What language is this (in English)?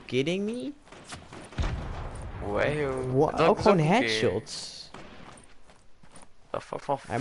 Dutch